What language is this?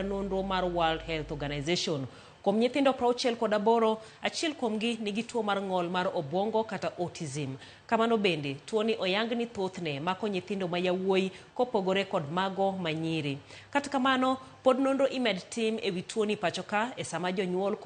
Luo (Kenya and Tanzania)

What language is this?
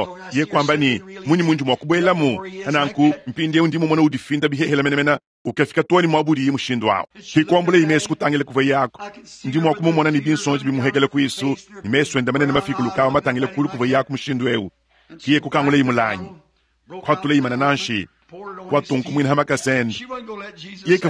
Luba-Lulua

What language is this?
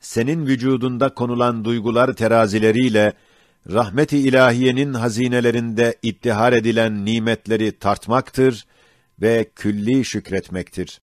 Ottoman Turkish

